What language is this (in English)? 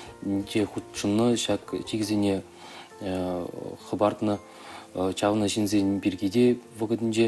Chuvash